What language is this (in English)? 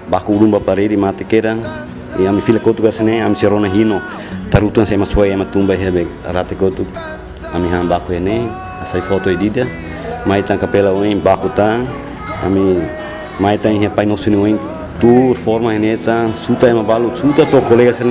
Tetum